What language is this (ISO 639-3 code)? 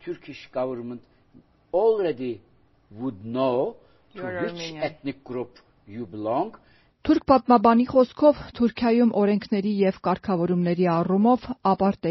hye